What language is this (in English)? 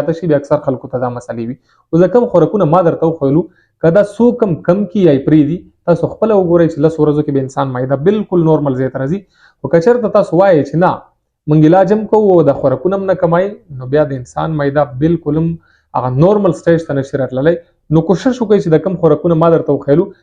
Pashto